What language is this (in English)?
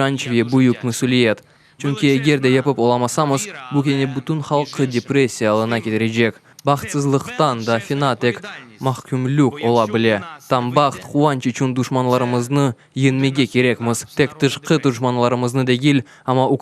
Crimean Tatar